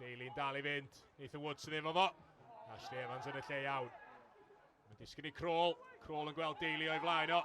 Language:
Welsh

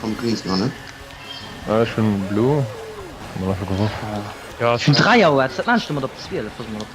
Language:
Luxembourgish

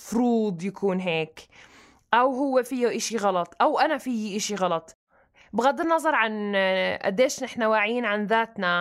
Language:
North Levantine Arabic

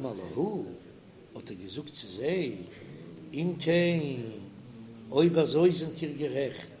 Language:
Yiddish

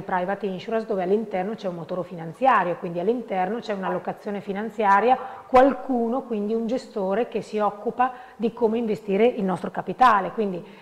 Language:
Italian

